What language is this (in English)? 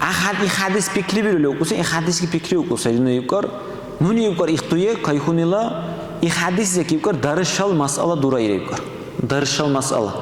Dargwa